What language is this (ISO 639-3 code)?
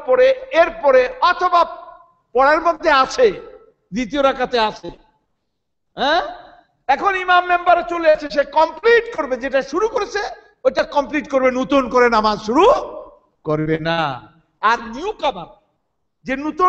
ben